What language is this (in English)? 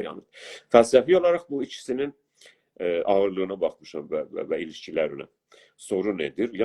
South Azerbaijani